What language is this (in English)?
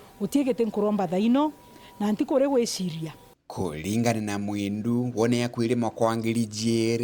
Meru